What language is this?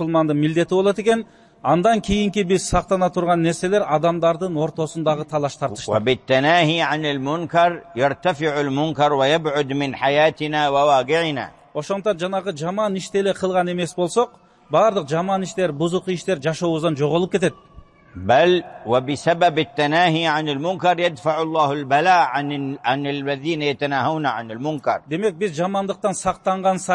Kyrgyz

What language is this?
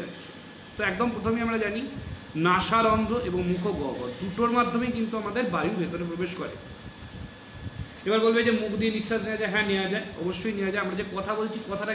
Bangla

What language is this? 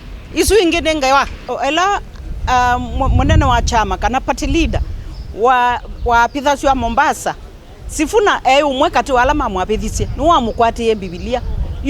Kamba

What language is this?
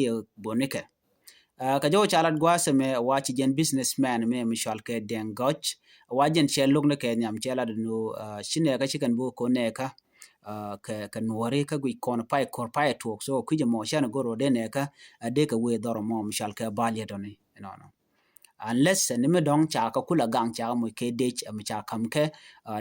Nuer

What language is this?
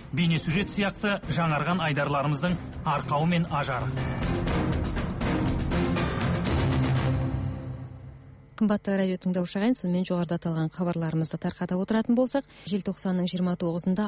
Kazakh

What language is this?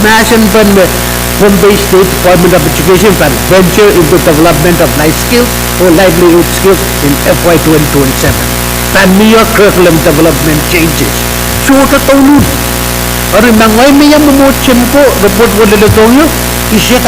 Pohnpeian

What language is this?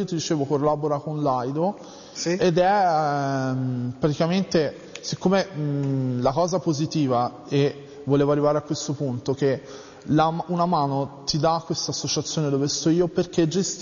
Italian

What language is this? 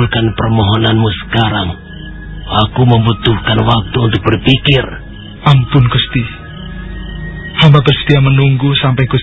Indonesian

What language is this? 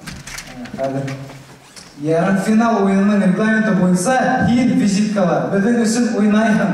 Bashkir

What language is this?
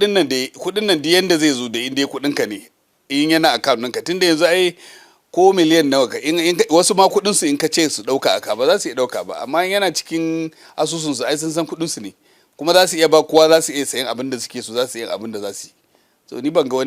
Hausa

